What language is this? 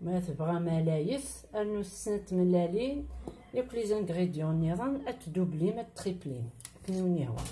Kabyle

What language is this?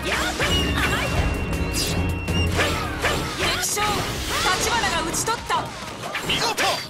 Japanese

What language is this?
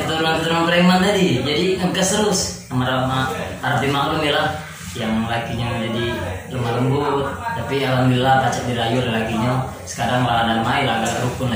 Musi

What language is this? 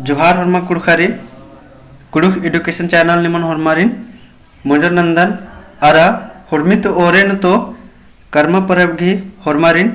Kurukh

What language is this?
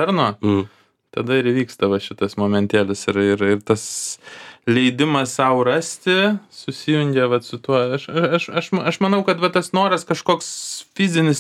Lithuanian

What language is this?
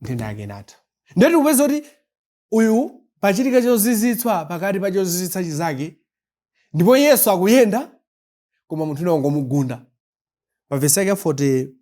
Nyanja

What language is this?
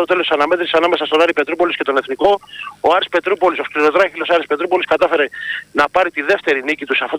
Greek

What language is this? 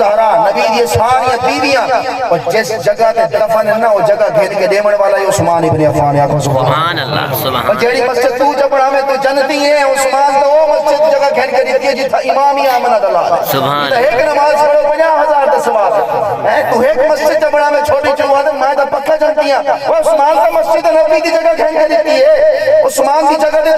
Saraiki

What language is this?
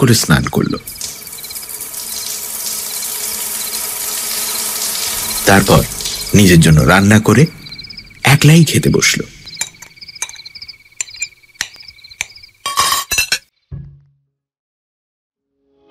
Bangla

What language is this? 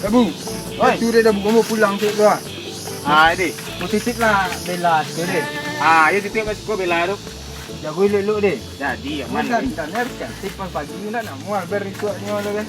Minangkabau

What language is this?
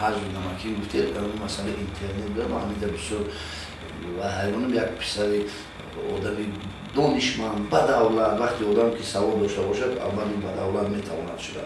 Tajik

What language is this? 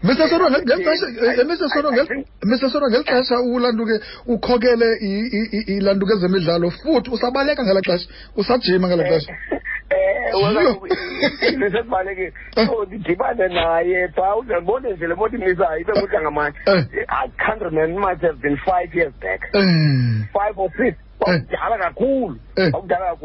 Xhosa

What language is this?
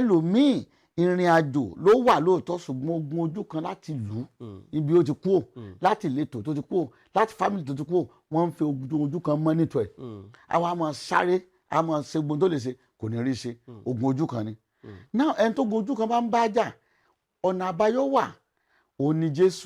Yoruba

